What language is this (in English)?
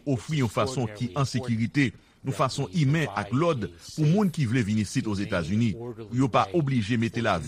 Haitian Creole